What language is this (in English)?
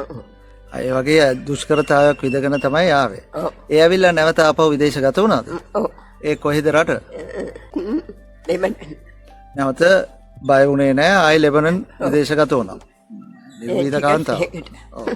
Sinhala